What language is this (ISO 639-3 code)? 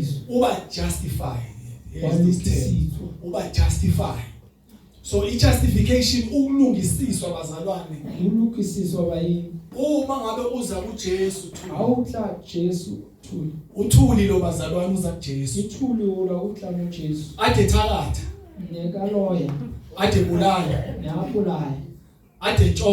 zul